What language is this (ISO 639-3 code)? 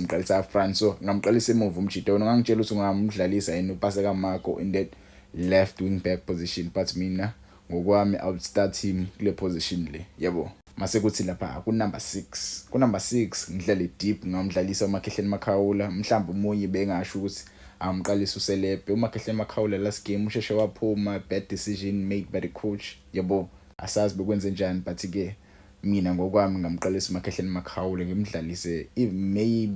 zul